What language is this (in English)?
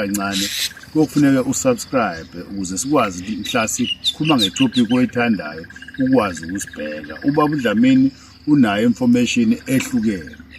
Zulu